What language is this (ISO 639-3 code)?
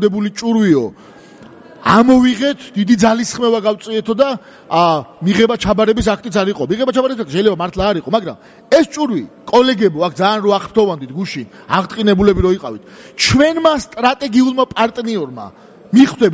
kat